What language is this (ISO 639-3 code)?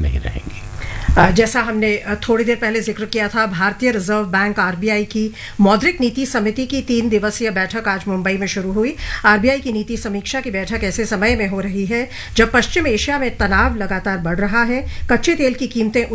hin